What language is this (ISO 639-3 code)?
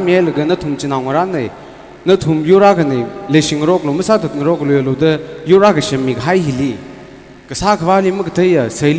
nmf